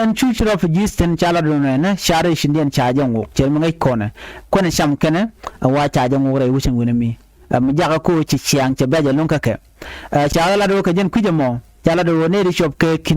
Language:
Nuer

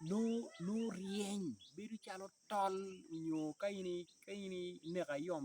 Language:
Acoli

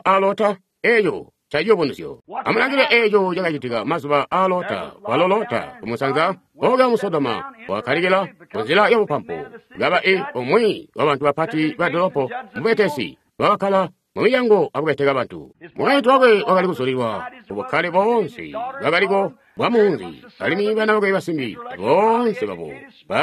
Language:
Tonga (Zambia)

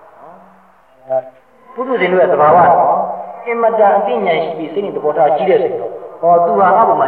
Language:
Burmese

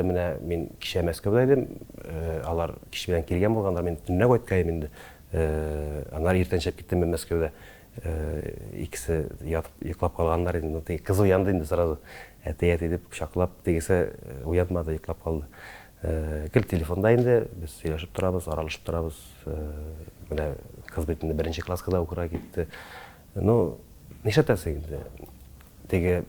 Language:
Tatar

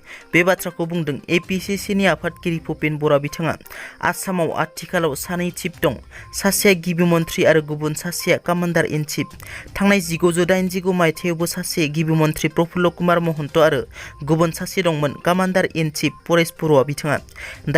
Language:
Bodo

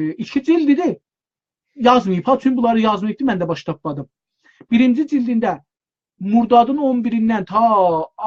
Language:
South Azerbaijani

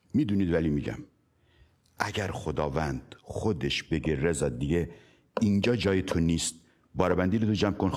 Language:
Persian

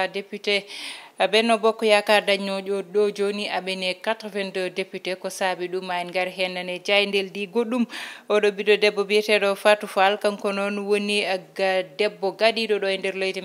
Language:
Fula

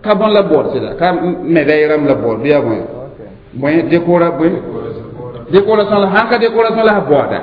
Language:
Mossi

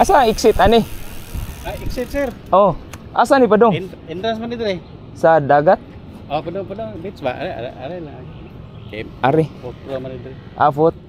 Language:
Cebuano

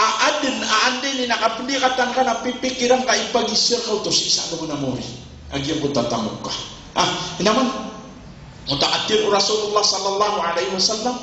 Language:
Maranao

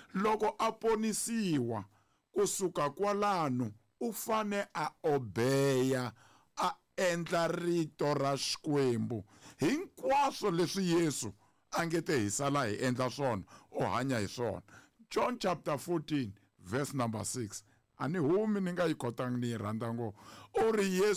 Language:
Tsonga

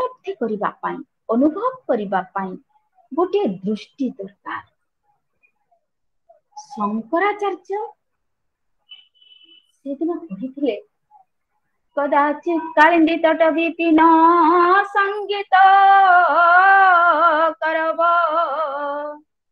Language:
Odia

